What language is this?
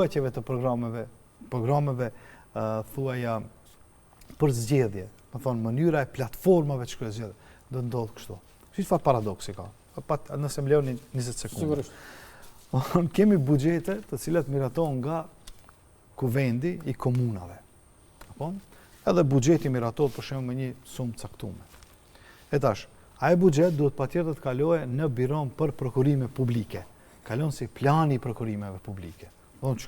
Albanian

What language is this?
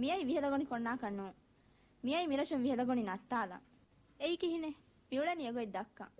Divehi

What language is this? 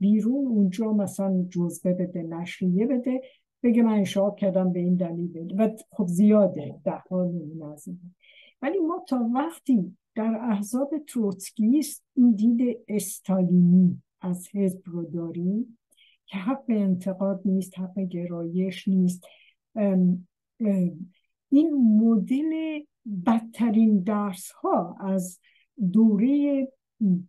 Persian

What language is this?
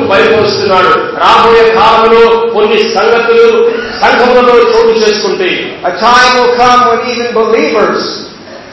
Telugu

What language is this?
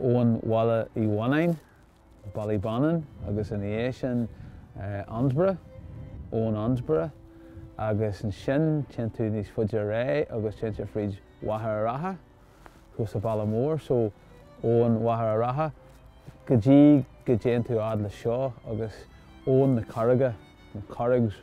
Irish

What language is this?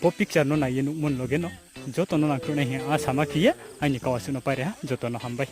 Riang (India)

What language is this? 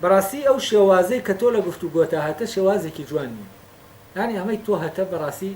Central Kurdish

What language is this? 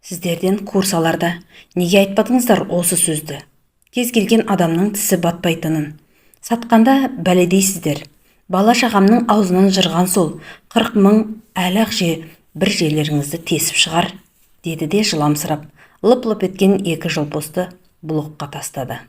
Kazakh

